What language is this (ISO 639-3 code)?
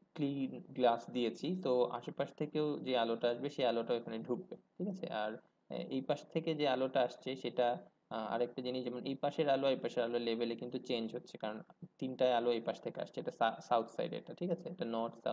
ben